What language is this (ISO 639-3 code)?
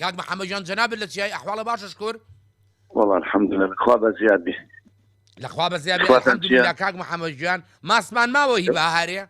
ckb